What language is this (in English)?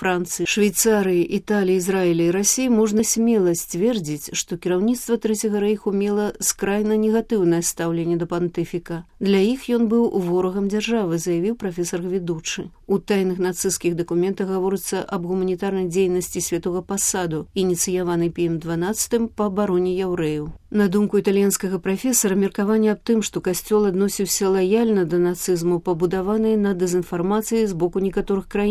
Belarusian